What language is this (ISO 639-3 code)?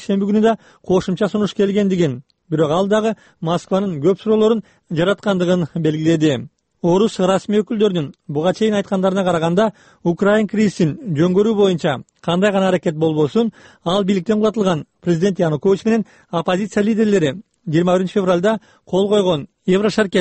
kir